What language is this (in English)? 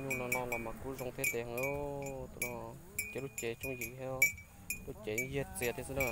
Hmong